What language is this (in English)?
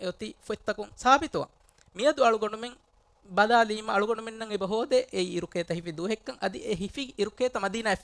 Divehi